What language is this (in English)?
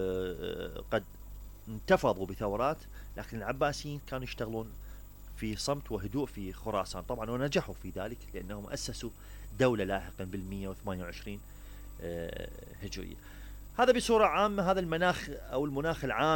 Mesopotamian Arabic